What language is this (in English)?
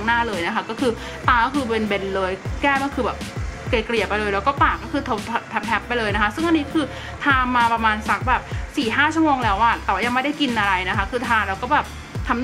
Thai